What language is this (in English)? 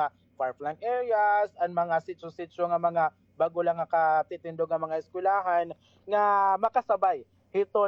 Waray